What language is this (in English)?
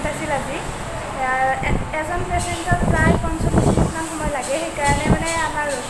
Assamese